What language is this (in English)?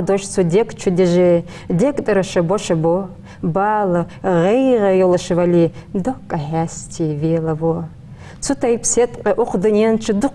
Ingush